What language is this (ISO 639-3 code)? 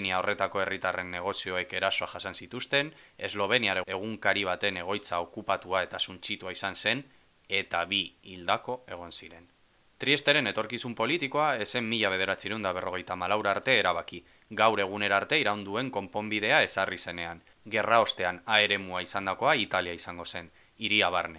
eus